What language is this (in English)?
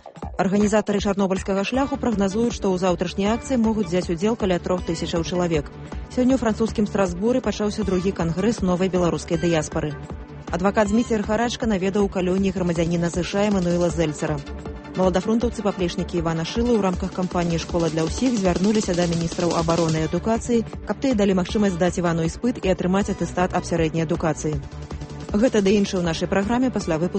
Belarusian